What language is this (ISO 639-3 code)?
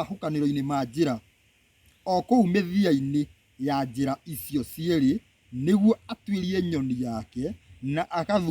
kik